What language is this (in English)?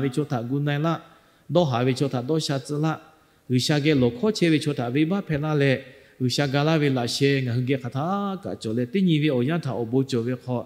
Lahu